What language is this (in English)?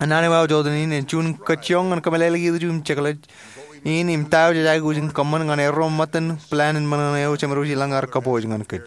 Marshallese